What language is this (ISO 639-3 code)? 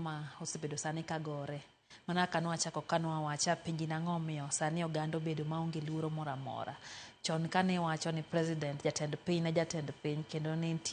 luo